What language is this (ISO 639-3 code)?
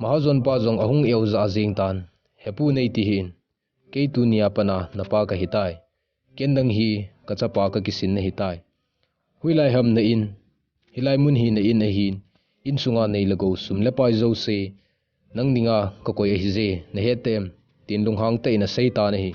tcz